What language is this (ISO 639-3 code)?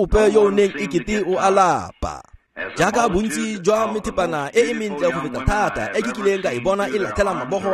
tsn